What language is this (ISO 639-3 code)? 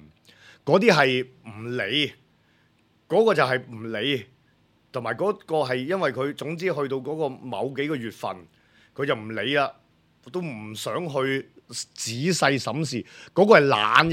yue